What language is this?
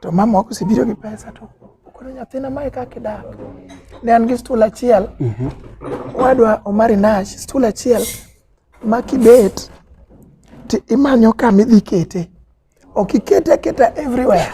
Luo (Kenya and Tanzania)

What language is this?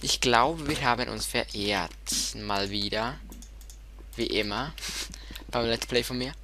Swiss German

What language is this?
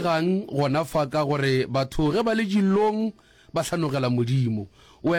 Northern Sotho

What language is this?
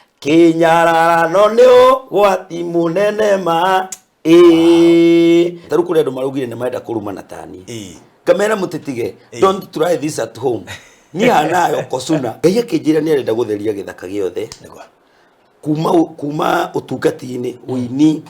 Kikuyu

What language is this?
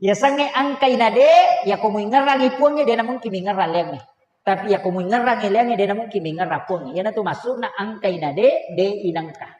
Buginese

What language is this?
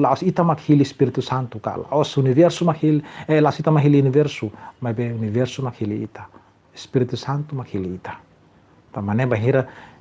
Tetum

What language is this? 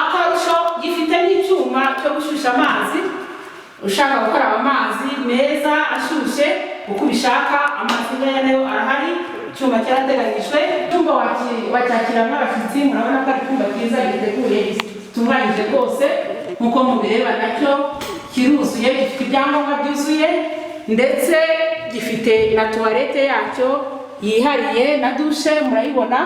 Kinyarwanda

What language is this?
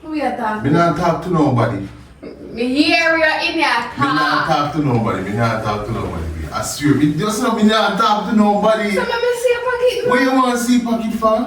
Jamaican Creole English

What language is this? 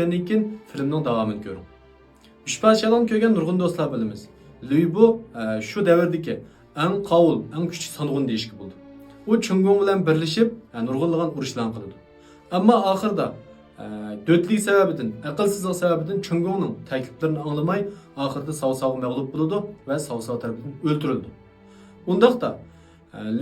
Uyghur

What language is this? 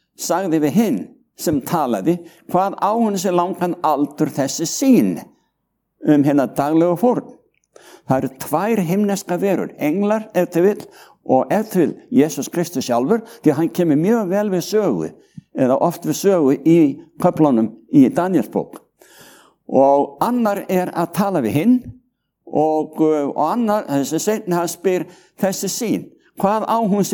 Icelandic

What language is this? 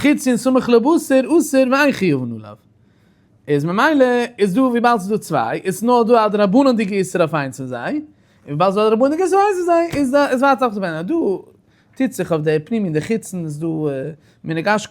Yiddish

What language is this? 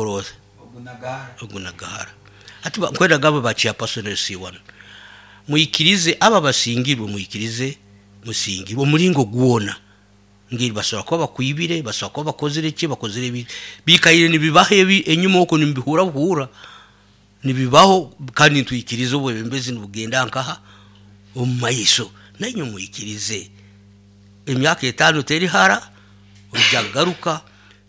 Nyoro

